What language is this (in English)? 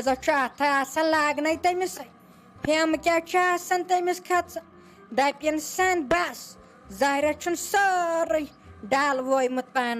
Kashmiri